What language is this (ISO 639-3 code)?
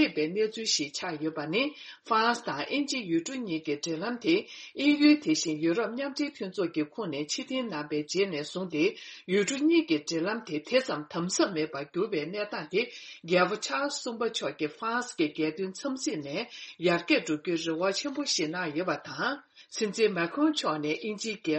bod